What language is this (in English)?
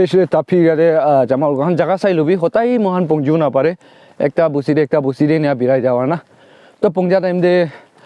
Naga Pidgin